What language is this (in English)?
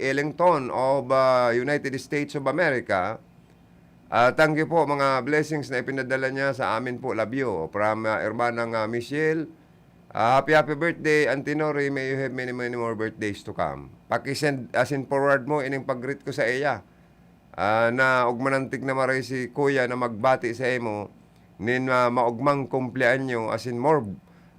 Bikol